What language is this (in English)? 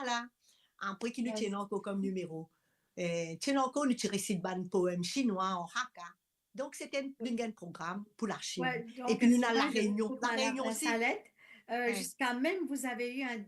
Morisyen